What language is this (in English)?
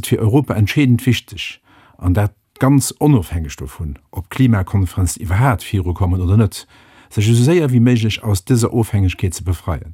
Luxembourgish